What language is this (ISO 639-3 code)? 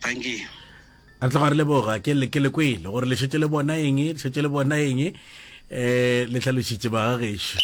nso